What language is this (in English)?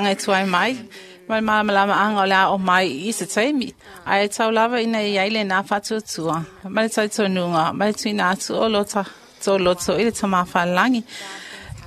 Samoan